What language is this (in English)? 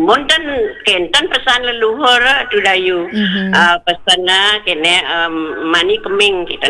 Balinese